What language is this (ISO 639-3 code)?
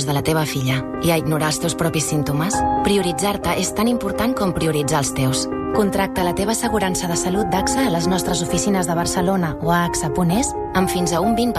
cat